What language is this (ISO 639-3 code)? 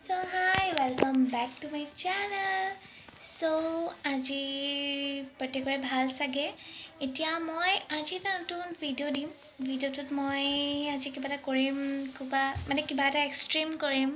asm